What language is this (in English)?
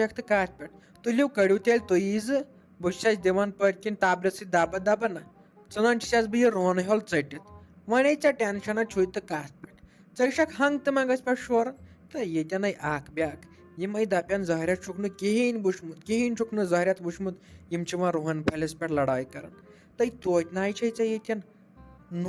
Kashmiri